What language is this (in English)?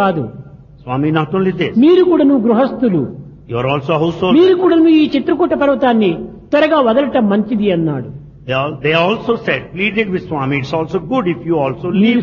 Telugu